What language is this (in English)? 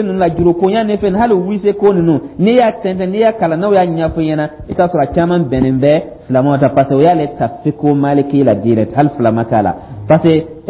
Dyula